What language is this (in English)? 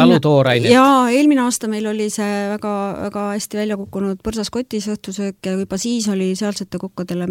Estonian